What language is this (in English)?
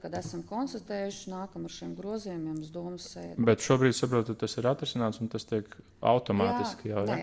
Latvian